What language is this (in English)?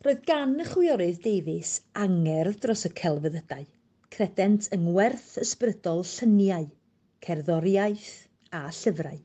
Welsh